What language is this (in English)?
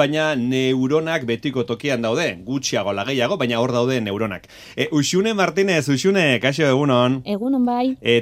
Basque